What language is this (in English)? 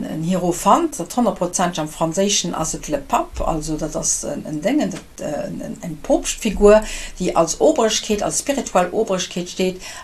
Luxembourgish